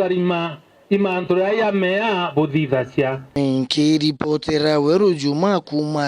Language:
Meru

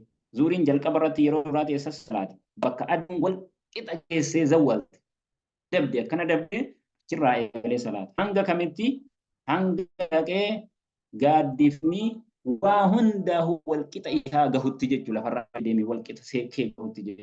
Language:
Oromo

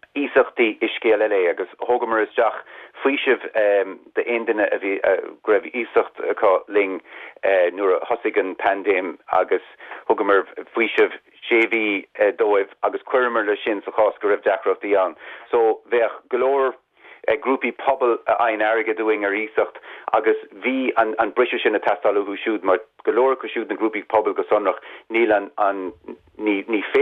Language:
Irish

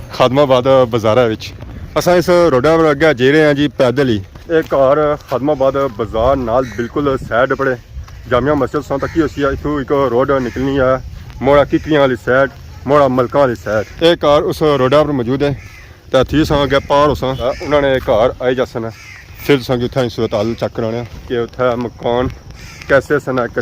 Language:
Pahari-Potwari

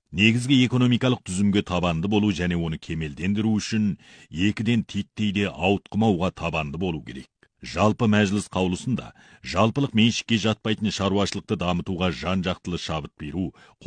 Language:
Kazakh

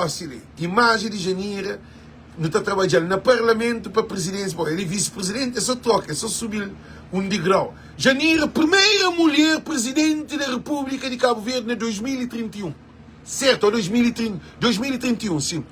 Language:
Kabuverdianu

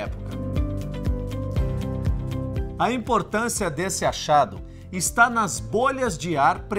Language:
Portuguese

